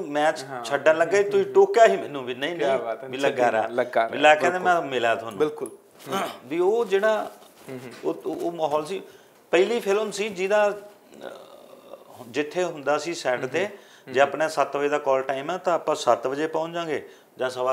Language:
Punjabi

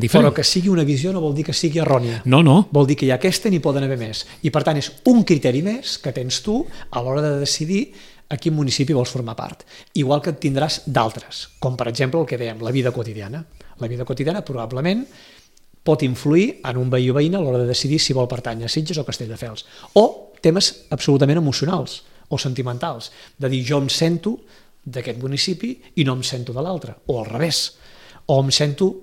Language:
Catalan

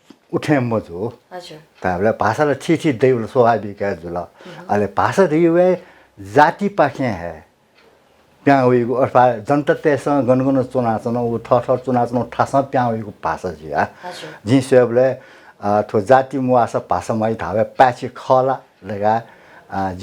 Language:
Newari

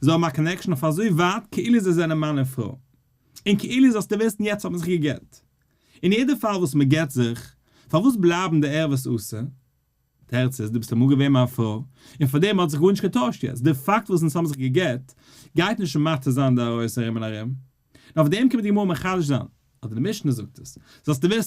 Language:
Yiddish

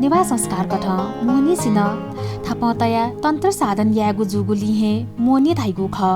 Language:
Newari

